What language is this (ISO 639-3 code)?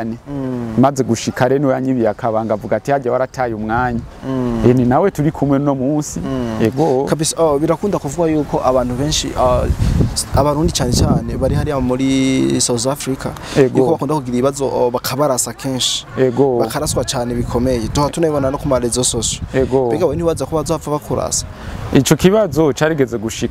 run